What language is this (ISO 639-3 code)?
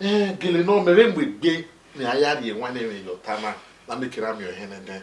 bin